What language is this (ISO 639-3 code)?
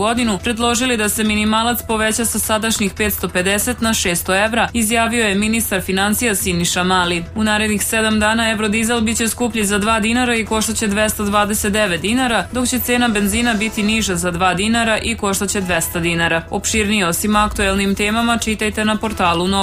srp